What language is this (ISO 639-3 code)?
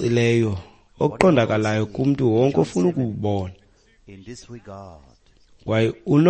xho